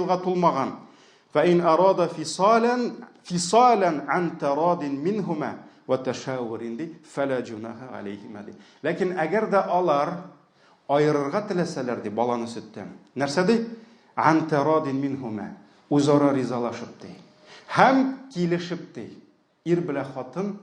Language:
Tatar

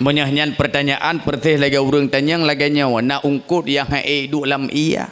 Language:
Achinese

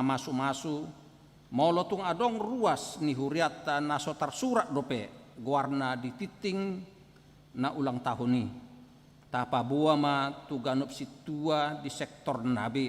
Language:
Batak Toba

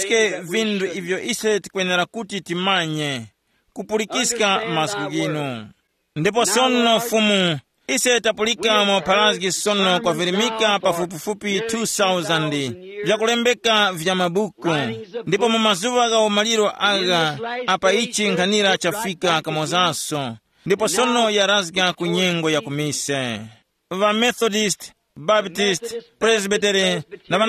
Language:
Tumbuka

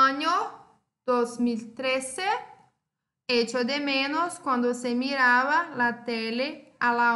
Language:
Portuguese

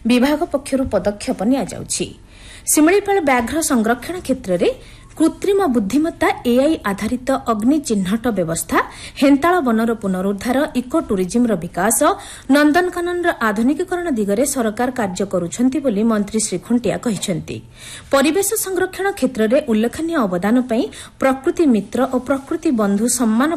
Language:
Odia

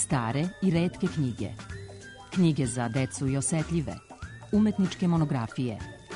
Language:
Serbian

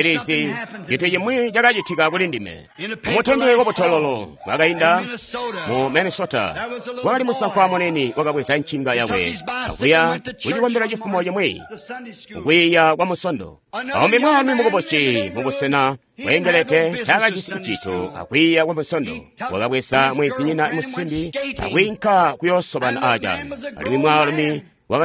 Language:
Tonga (Zambia)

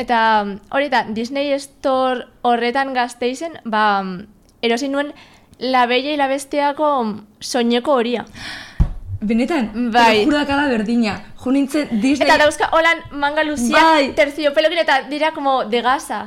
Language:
Basque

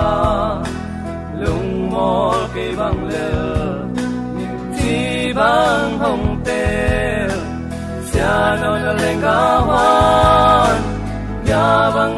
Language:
Tedim Chin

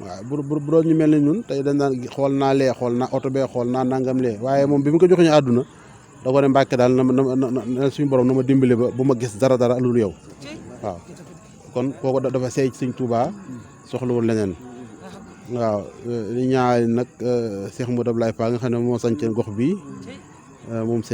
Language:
Wolof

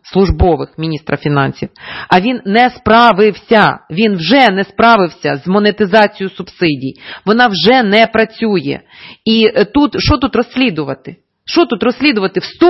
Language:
Ukrainian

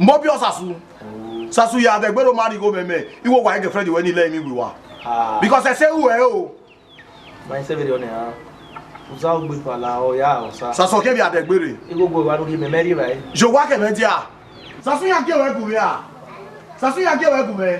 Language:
Bini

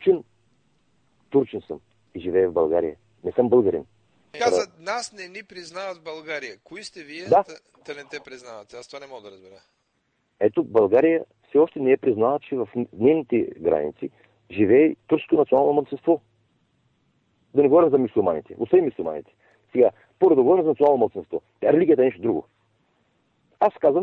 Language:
Bulgarian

